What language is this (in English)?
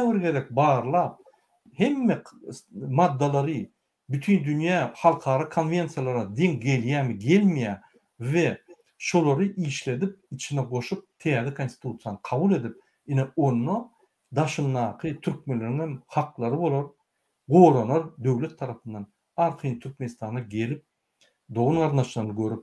Turkmen